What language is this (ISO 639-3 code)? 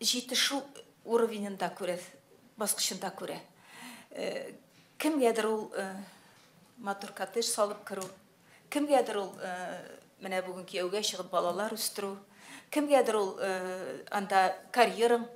tat